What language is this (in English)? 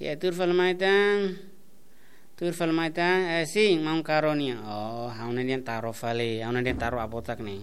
Tetum